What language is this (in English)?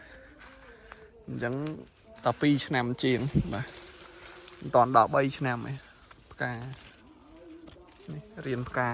Khmer